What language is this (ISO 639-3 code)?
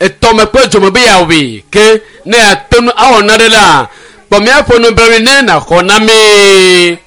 ewe